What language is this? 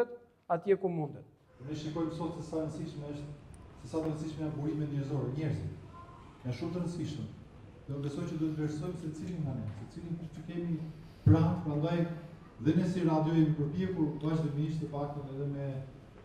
Albanian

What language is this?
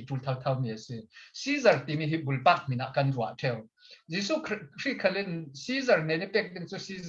Falam Chin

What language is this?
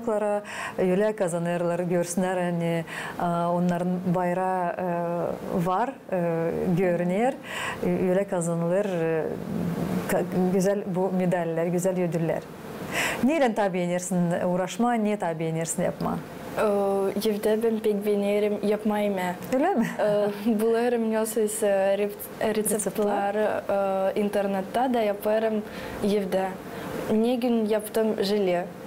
Gagauz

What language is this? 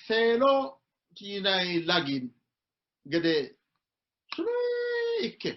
Sidamo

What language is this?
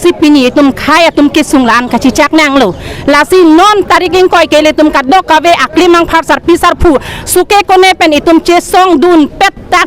Karbi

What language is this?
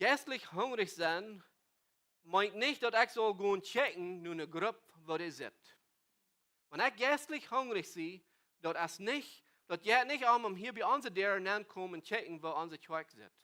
Plautdietsch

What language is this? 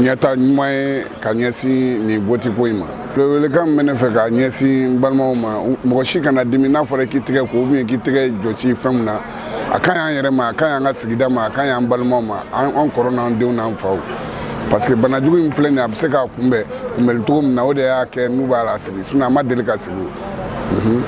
Bambara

